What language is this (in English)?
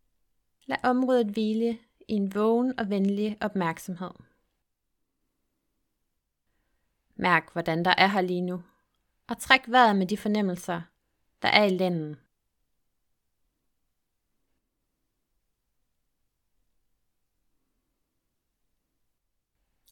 Danish